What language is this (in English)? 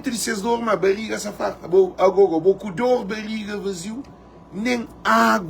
Kabuverdianu